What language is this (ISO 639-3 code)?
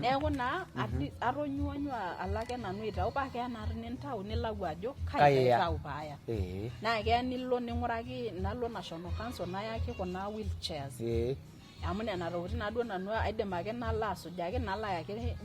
mas